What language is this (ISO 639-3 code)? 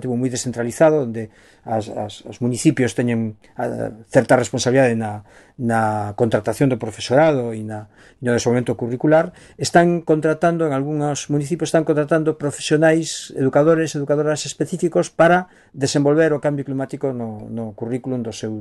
glg